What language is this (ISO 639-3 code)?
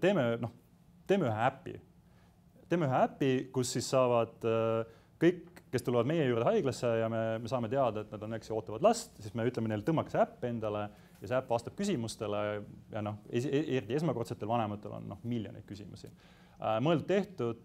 est